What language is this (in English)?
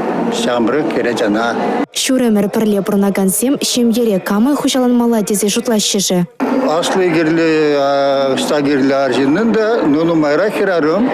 Chuvash